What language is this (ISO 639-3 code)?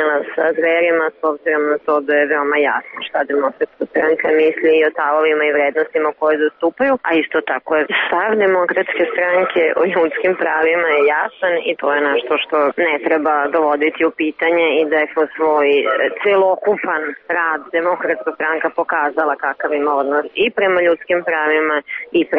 srp